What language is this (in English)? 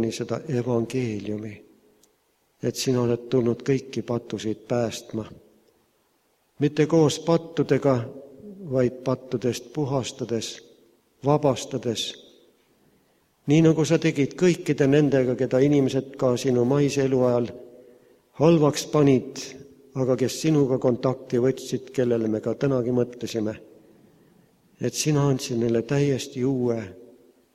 Estonian